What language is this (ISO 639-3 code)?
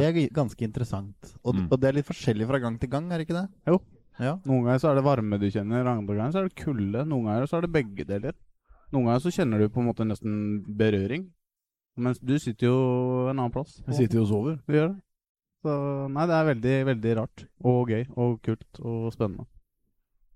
nor